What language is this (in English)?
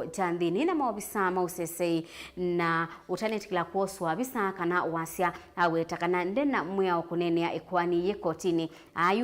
Kamba